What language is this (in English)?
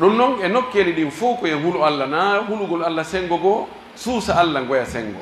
Pular